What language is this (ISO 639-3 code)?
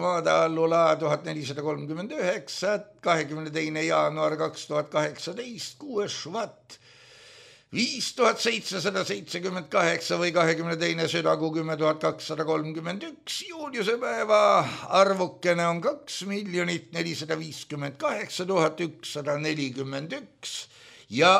est